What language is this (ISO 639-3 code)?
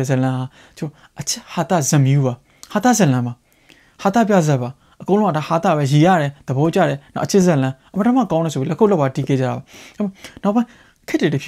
mya